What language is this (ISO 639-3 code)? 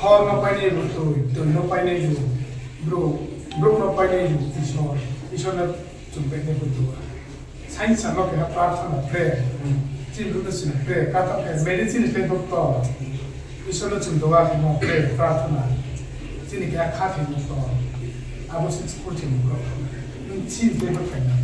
ria